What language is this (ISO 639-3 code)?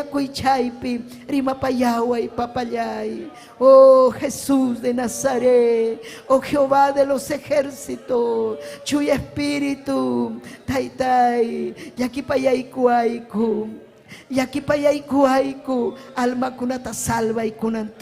quy